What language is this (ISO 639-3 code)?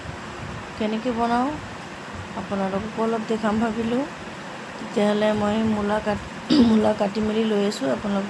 asm